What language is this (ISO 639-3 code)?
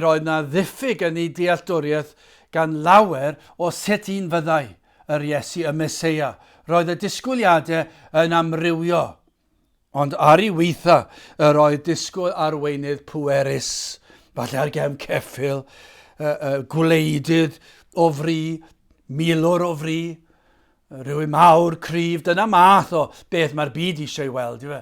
cym